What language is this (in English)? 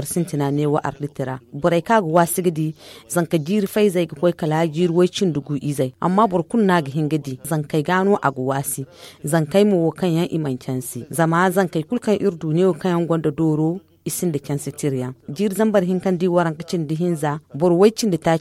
Zarma